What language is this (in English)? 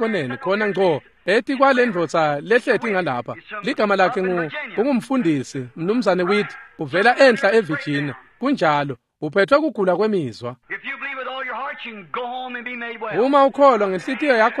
Swati